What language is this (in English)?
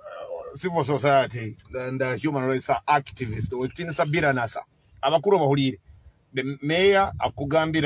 Nyoro